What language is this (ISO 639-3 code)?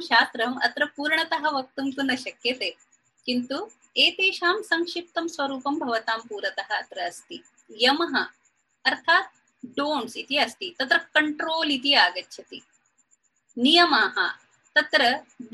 san